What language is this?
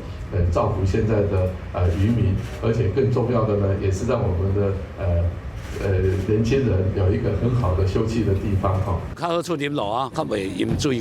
Min Nan Chinese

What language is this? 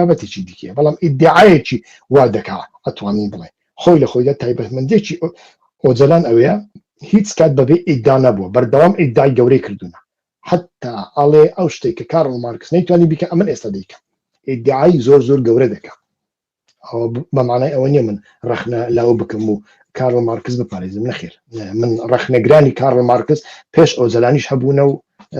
Central Kurdish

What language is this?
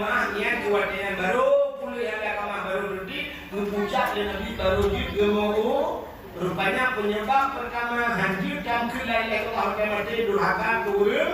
Achinese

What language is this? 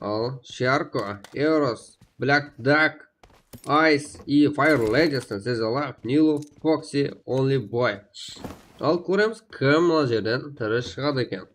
Kara-Kalpak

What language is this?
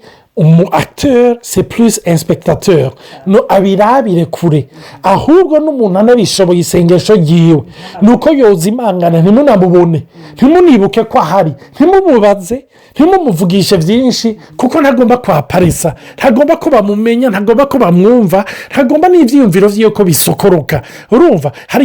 Rundi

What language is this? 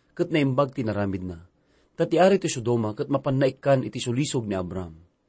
Iloko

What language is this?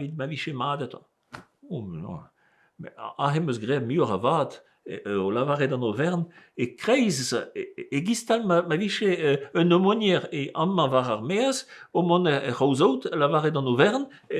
Breton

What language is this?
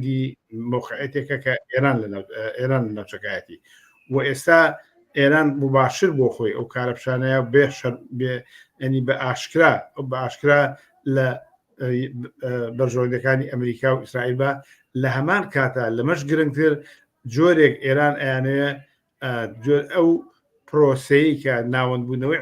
Central Kurdish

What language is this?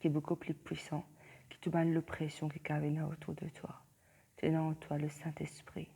Morisyen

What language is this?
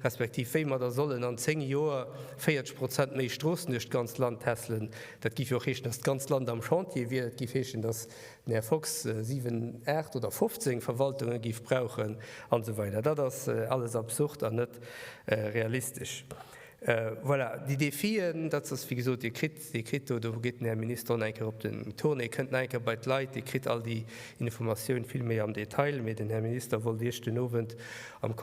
Luxembourgish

